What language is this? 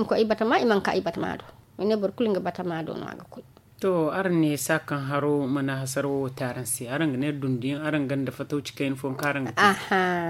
Zarma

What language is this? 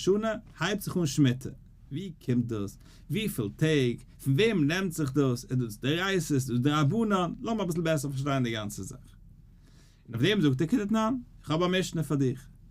Yiddish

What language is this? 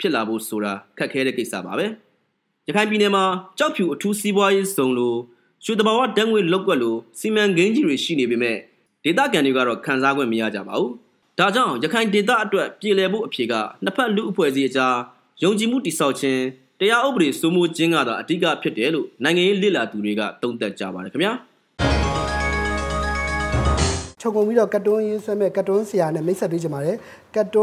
Burmese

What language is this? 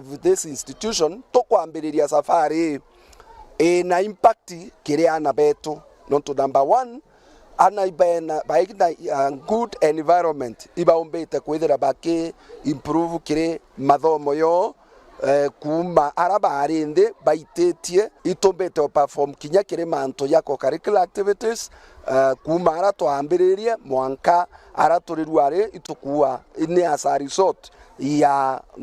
Meru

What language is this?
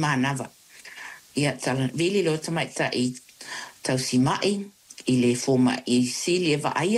Samoan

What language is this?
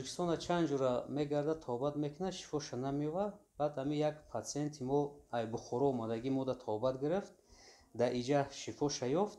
Tajik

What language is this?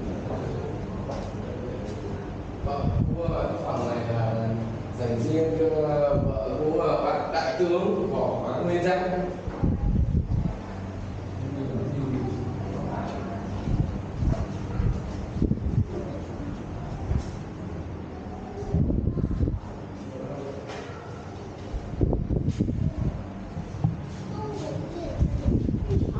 Vietnamese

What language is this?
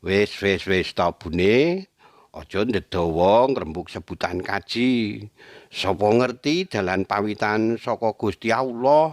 Javanese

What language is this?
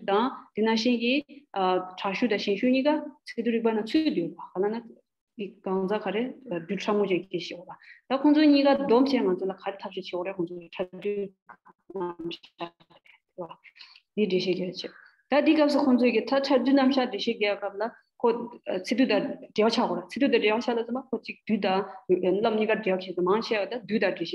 Tibetan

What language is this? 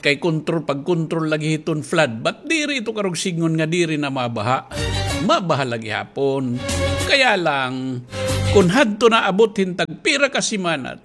Waray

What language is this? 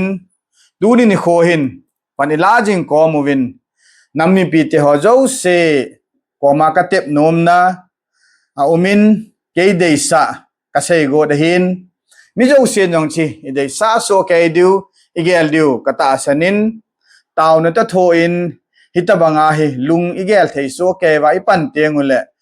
Thado Chin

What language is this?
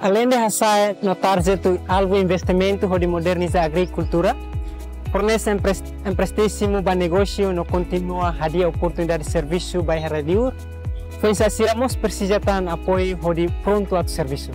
Tetum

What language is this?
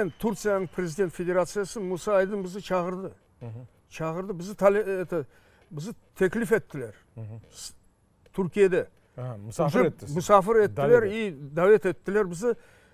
Crimean Tatar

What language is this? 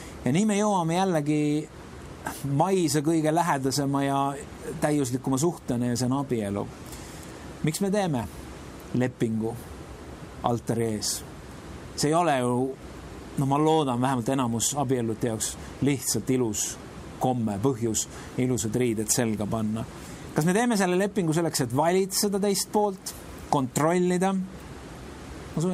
Estonian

